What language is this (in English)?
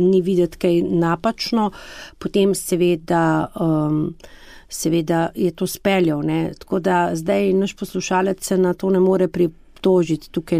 Slovenian